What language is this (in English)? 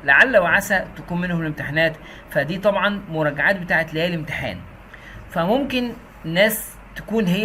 Egyptian Arabic